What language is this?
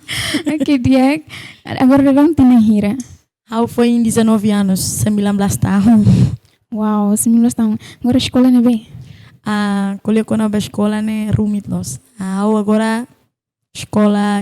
Tetum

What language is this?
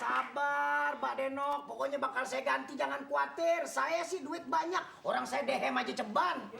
Betawi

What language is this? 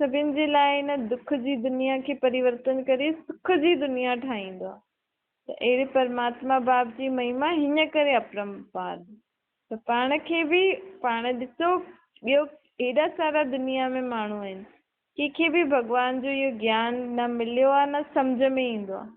Sindhi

